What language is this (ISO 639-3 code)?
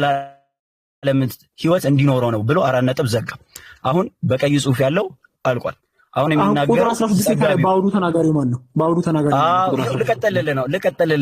amh